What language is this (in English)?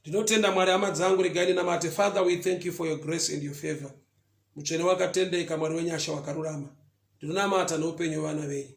Shona